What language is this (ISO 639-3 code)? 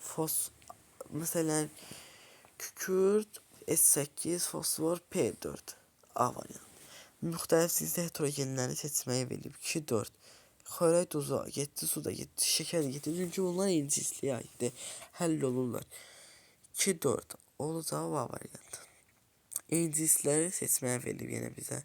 aze